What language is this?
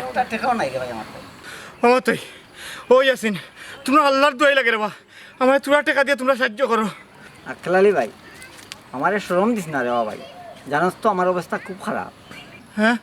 Sylheti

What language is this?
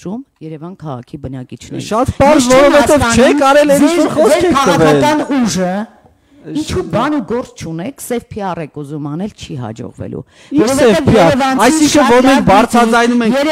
Armenian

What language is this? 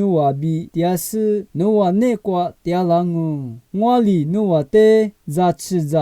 Lisu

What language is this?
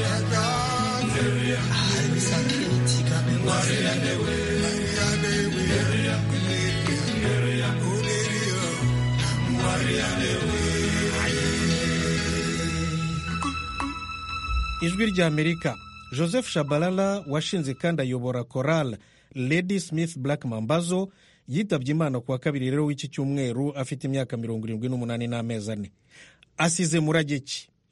Kinyarwanda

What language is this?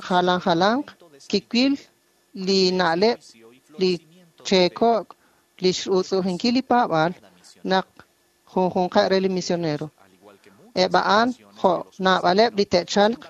Kekchí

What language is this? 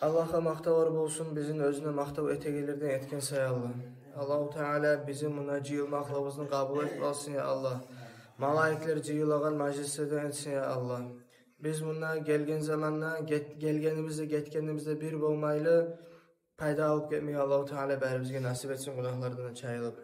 Kumyk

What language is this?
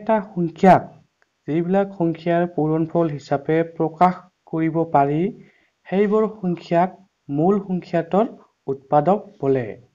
Assamese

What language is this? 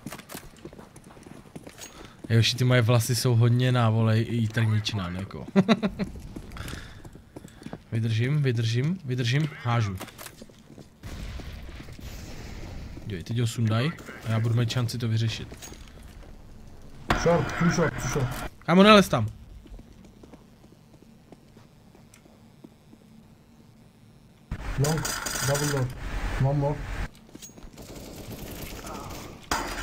Czech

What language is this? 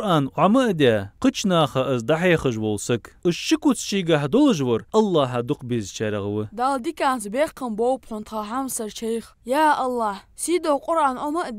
Ingush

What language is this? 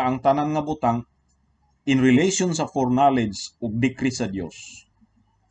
Cebuano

